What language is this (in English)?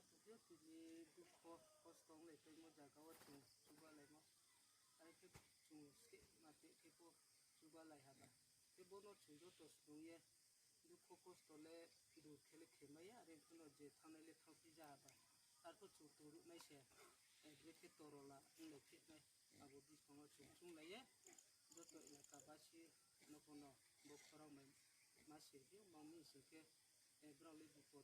Riang (India)